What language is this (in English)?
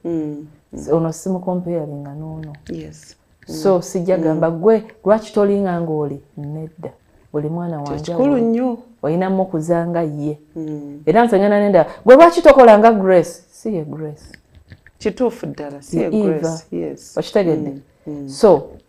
Ganda